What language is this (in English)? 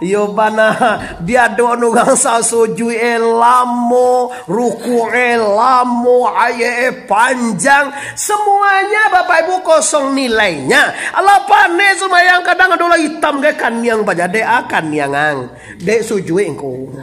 Minangkabau